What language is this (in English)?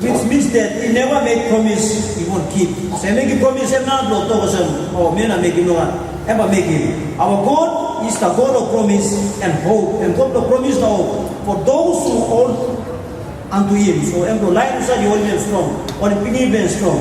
Tok Pisin